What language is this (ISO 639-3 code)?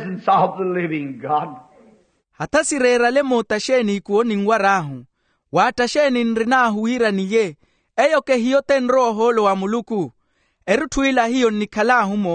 vmw